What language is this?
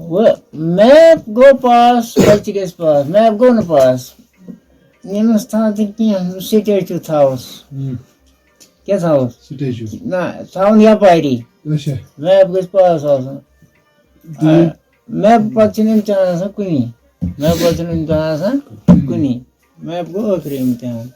Kashmiri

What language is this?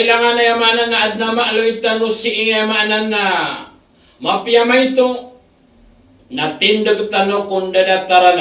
Maranao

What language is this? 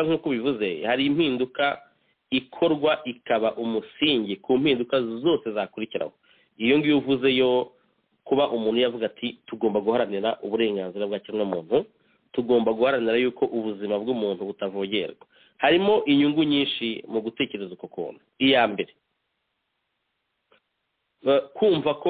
Kinyarwanda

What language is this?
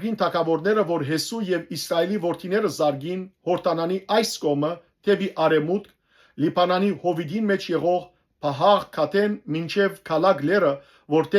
Western Armenian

